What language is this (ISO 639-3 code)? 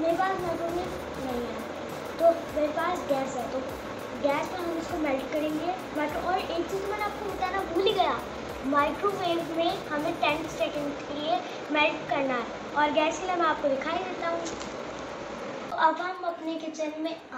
hin